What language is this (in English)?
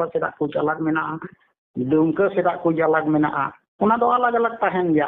Santali